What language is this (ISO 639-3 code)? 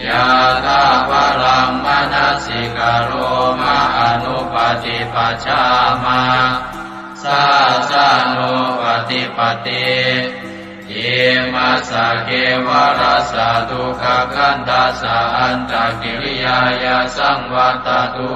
pli